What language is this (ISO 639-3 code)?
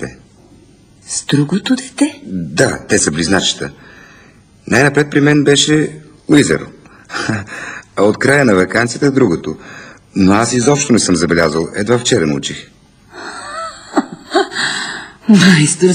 bul